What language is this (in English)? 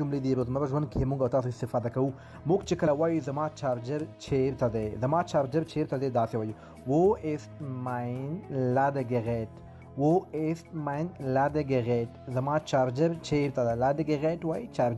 Pashto